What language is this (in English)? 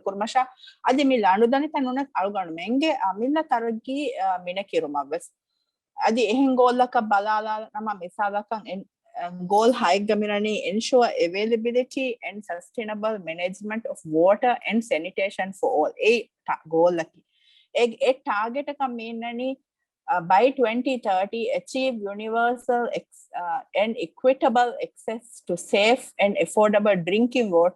Divehi